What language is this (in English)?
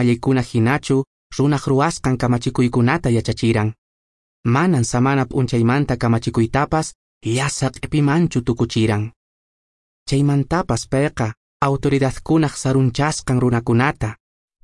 Quechua